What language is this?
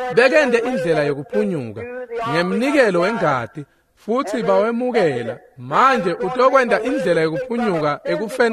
Swati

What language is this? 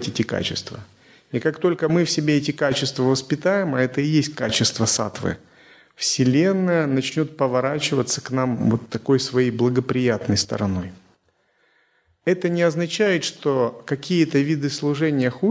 Russian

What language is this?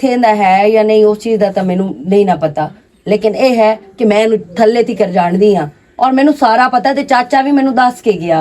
Western Panjabi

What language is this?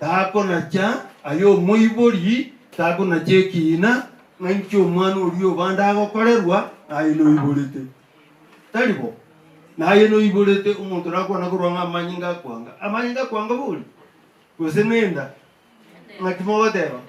Gusii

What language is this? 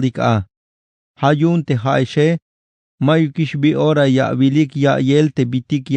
Tzeltal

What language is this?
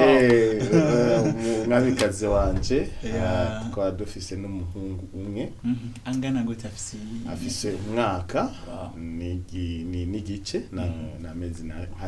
Rundi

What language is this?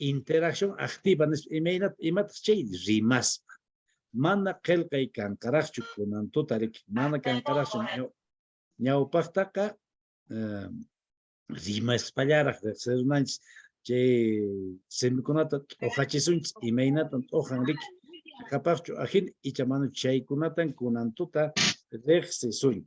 Quechua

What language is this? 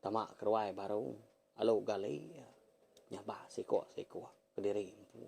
Iban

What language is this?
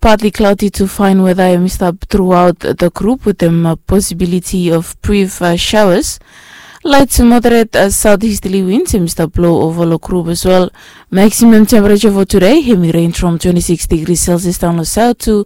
Bislama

